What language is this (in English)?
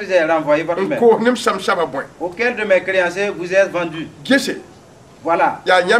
Mossi